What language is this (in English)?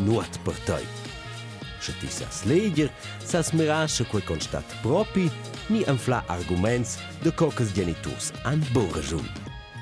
Romansh